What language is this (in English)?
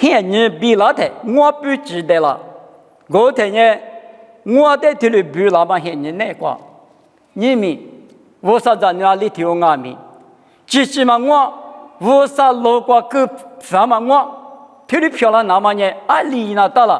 Lisu